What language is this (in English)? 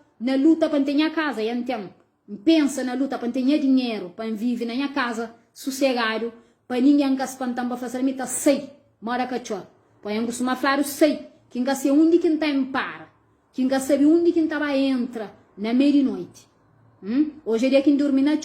Kabuverdianu